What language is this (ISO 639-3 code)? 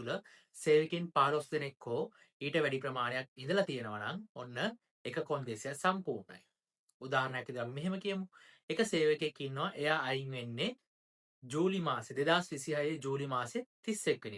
sin